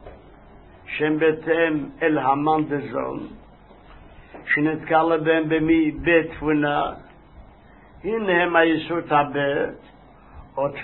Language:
Hebrew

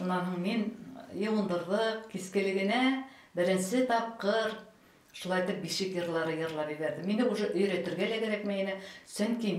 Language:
Bashkir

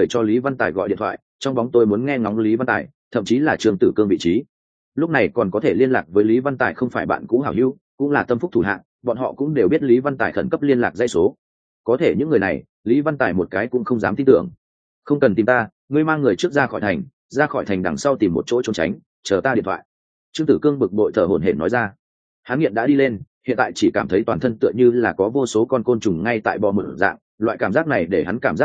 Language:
Vietnamese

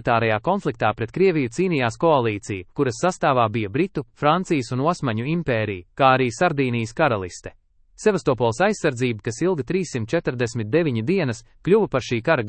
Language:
Latvian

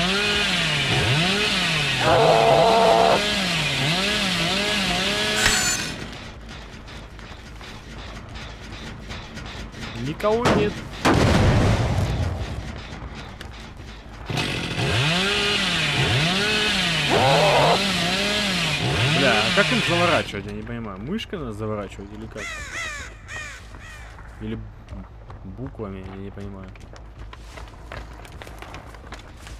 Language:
Russian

